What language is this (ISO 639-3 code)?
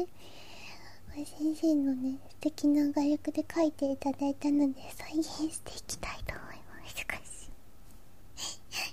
jpn